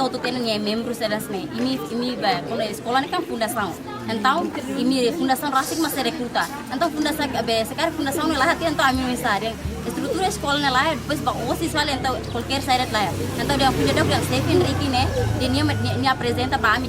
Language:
Tetum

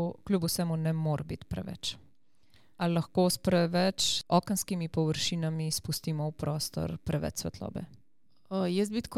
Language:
Slovenian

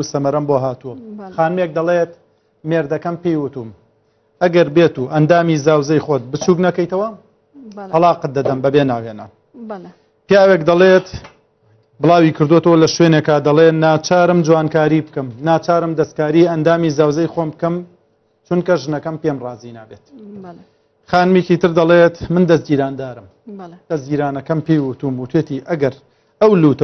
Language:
Central Kurdish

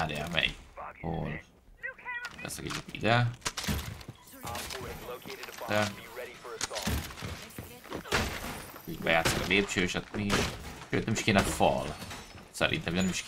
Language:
Hungarian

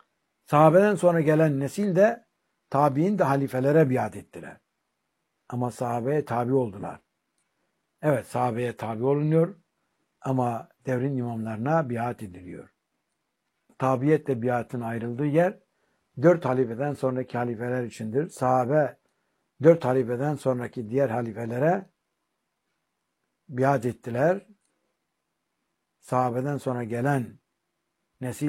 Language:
Turkish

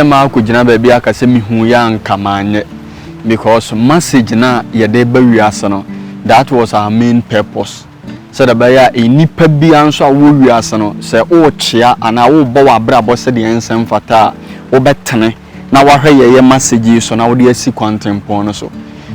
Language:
Akan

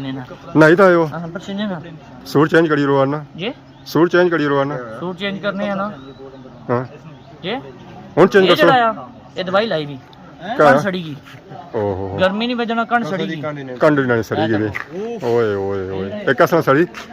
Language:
Pahari-Potwari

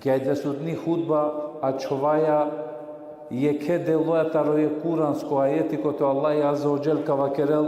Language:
Balkan Romani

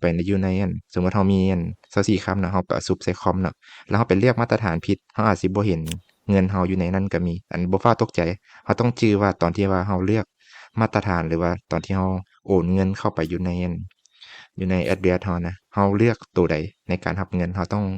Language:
Lao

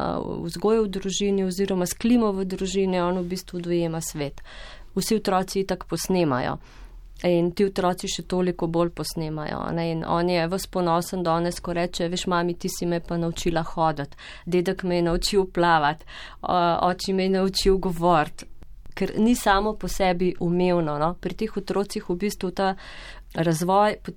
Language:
Slovenian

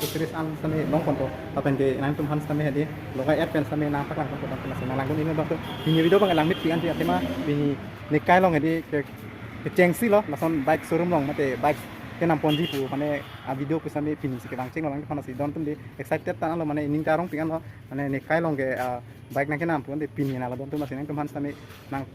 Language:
Karbi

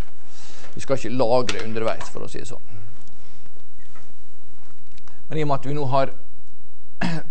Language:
Norwegian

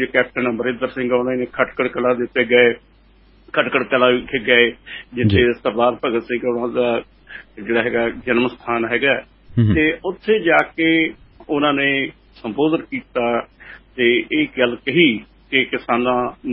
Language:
Punjabi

